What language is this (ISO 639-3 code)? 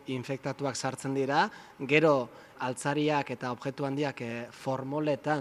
eus